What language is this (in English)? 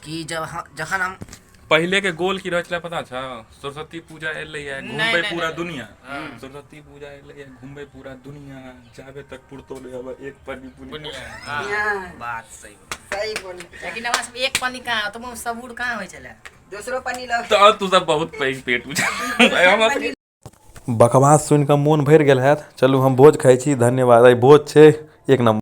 Maithili